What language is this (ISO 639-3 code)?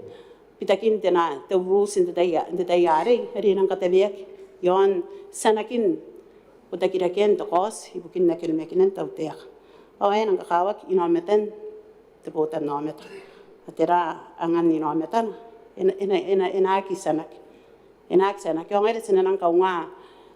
gil